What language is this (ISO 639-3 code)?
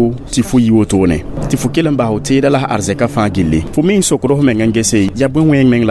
mos